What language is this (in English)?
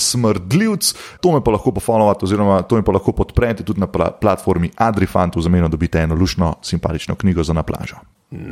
Slovenian